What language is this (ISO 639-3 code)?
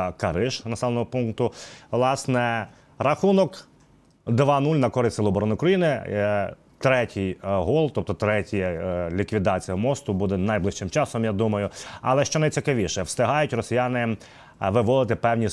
ukr